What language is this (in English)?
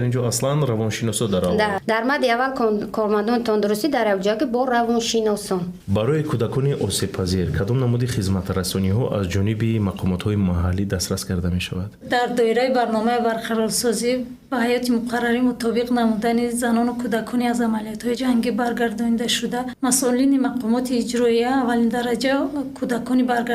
Tajik